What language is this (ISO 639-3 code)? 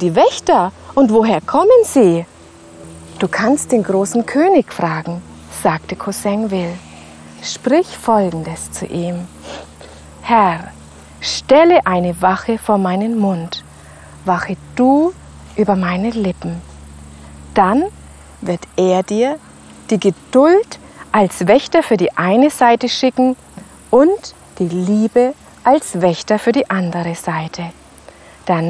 deu